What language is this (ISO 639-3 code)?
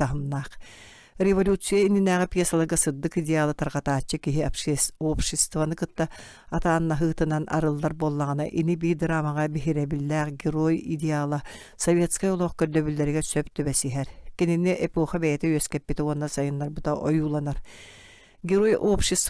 sah